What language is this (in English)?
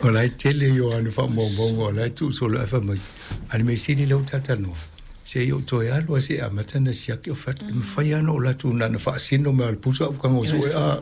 Samoan